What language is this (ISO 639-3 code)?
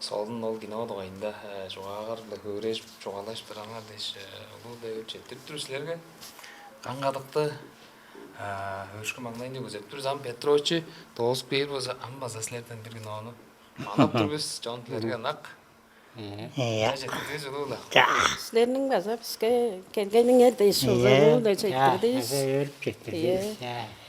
tyv